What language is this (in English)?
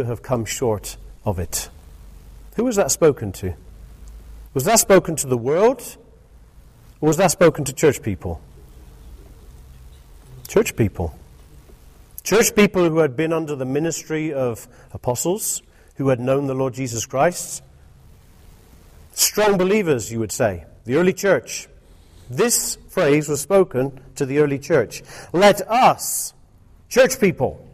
English